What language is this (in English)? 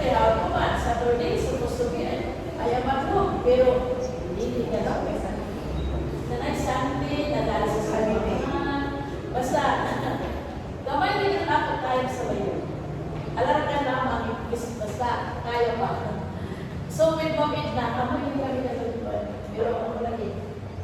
Cebuano